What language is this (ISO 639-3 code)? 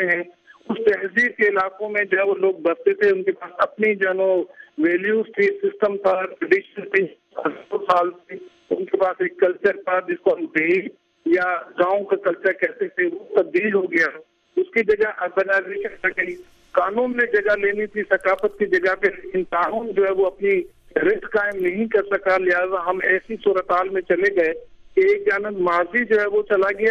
urd